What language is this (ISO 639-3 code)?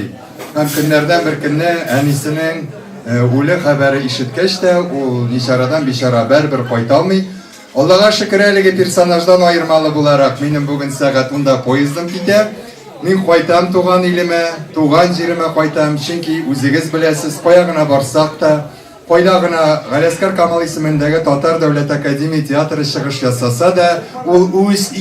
tat